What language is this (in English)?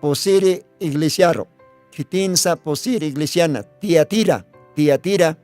Aymara